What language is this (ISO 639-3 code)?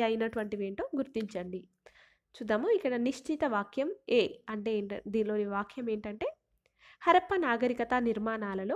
tel